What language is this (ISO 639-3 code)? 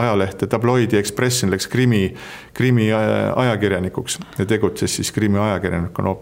est